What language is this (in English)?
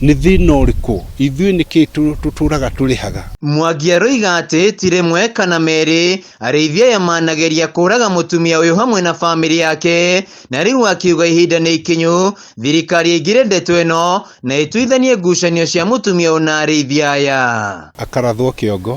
Kikuyu